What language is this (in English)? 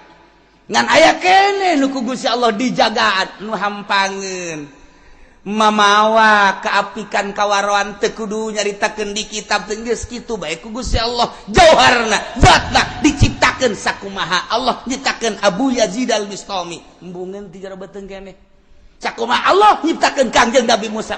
Sundanese